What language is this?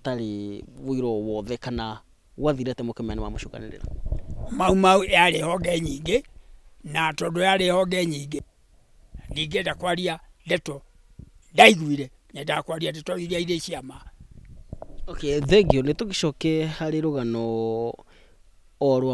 Kikuyu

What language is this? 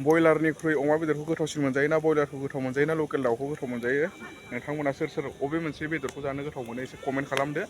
Bodo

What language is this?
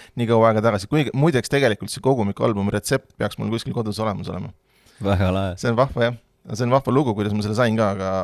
Estonian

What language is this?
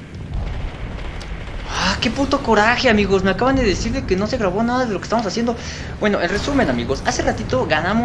Spanish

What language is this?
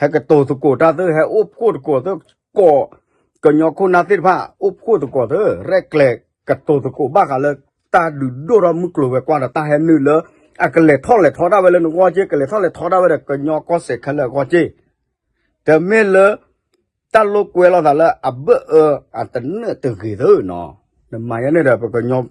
S'gaw Karen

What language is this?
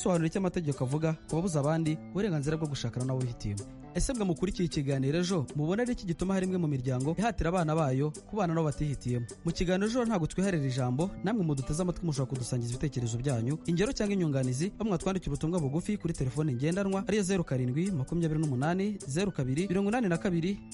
Kinyarwanda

